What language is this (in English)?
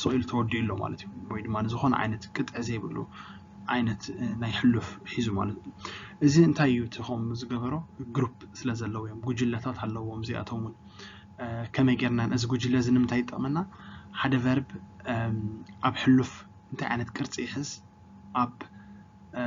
Tigrinya